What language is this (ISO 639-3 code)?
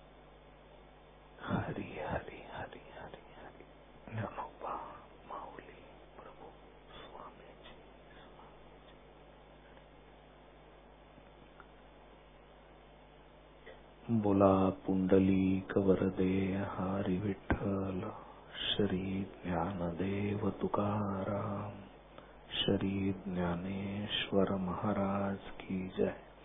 mar